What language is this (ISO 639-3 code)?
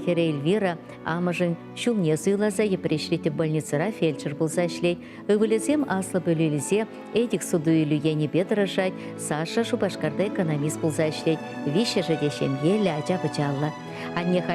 chv